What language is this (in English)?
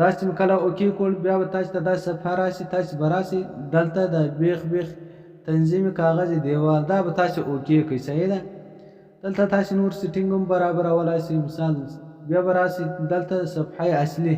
Pashto